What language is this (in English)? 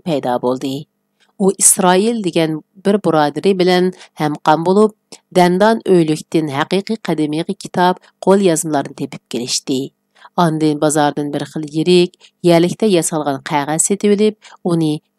Uyghur